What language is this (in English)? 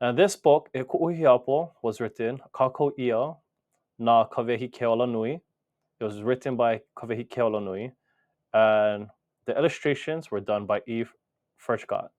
Hawaiian